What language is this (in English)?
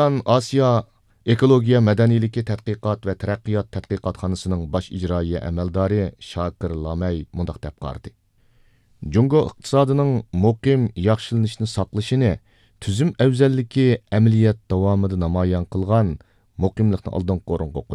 Uyghur